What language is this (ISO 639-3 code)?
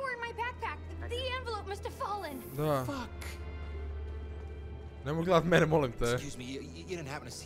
hrv